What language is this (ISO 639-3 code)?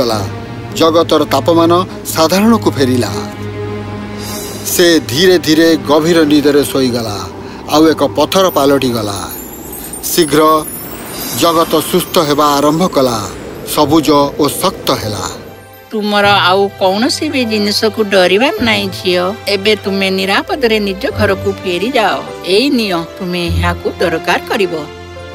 ori